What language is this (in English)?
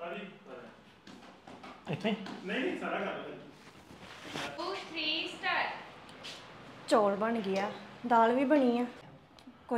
Punjabi